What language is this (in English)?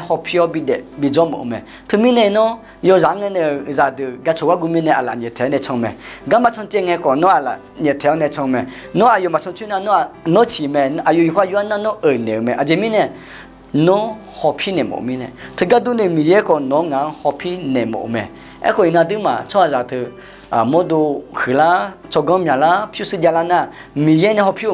Akha